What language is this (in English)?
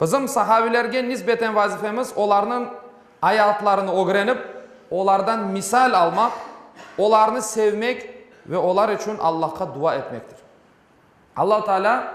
Crimean Tatar